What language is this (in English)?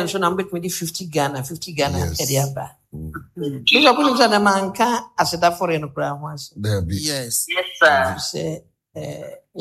Akan